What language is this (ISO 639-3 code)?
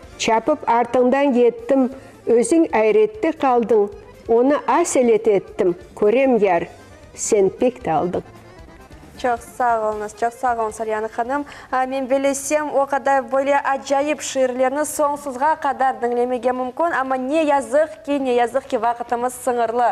crh